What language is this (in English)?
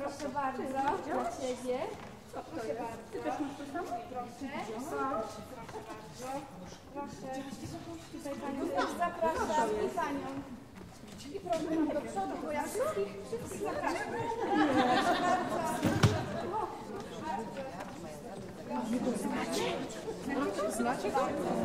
Polish